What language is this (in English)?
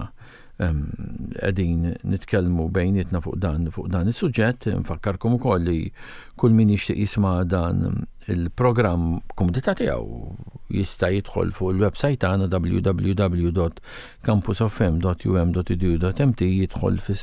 Maltese